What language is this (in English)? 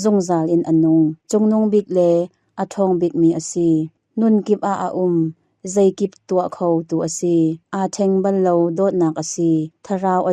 Hakha Chin